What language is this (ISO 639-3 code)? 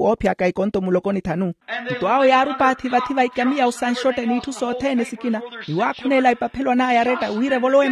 vmw